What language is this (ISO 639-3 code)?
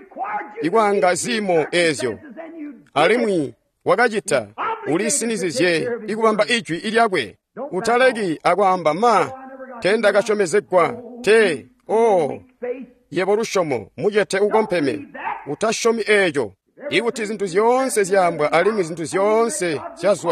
toi